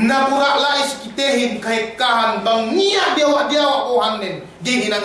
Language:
Yakan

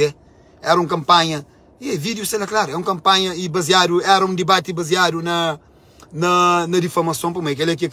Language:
Kabuverdianu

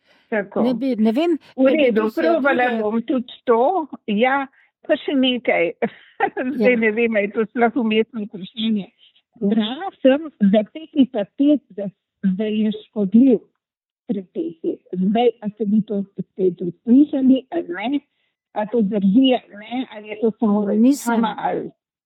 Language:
Slovenian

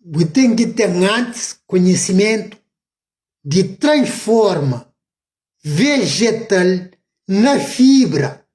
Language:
Kabuverdianu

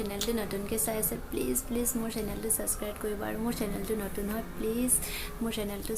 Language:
Assamese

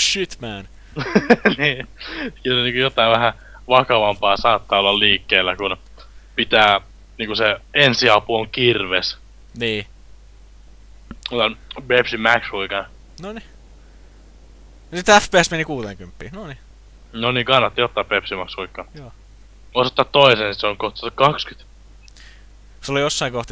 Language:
Finnish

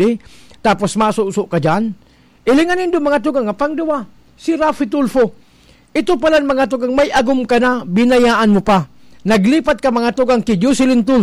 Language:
Bikol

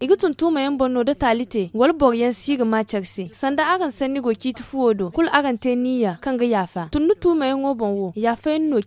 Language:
Zarma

